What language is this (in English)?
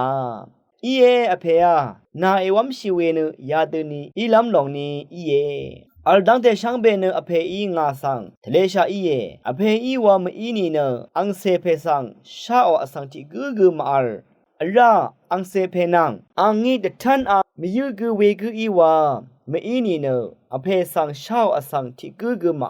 Rawang